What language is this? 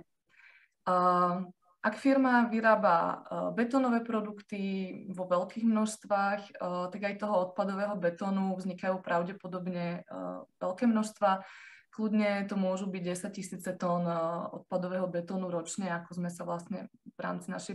Slovak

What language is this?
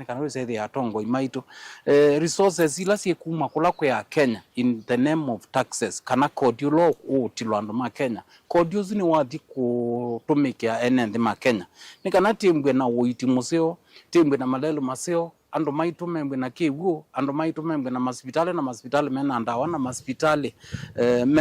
Kamba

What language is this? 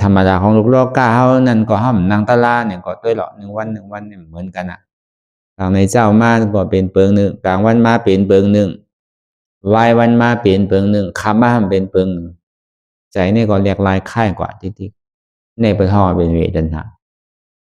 Shan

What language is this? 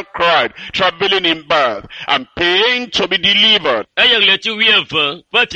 Ewe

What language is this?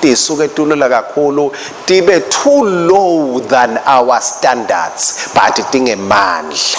Swati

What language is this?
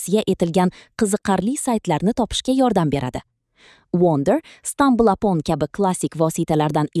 Uzbek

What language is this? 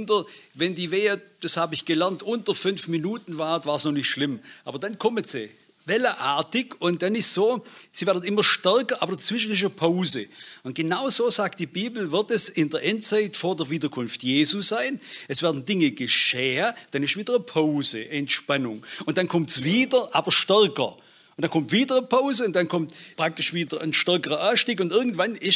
German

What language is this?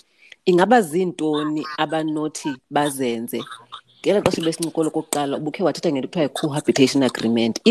Xhosa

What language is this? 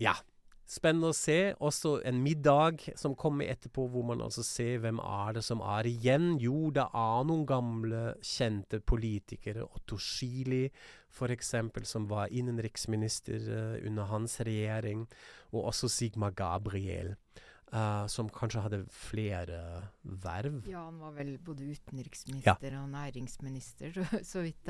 Norwegian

